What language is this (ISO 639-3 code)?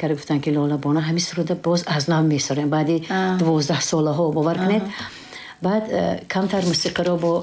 tgk